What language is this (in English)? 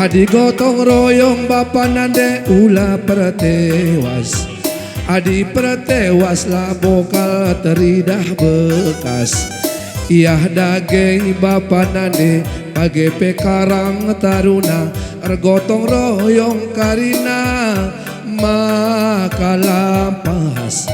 Batak Karo